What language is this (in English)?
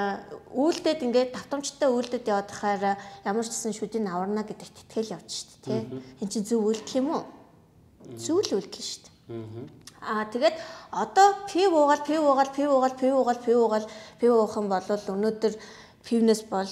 Mongolian